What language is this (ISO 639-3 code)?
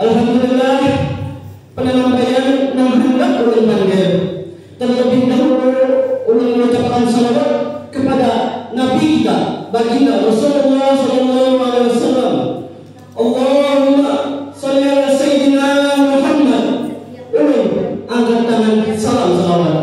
bjn